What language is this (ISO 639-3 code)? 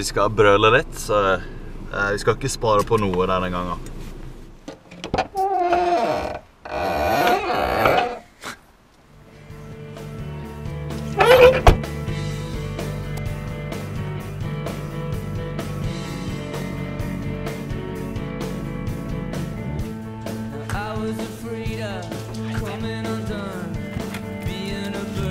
nor